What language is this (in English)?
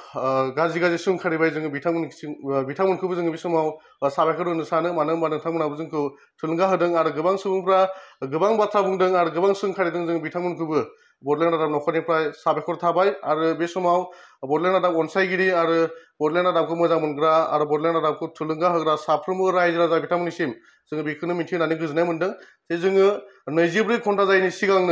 Bodo